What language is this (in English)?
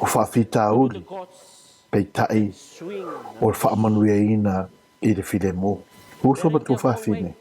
Samoan